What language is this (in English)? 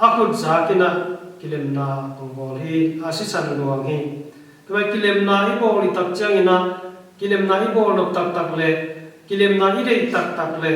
Tedim Chin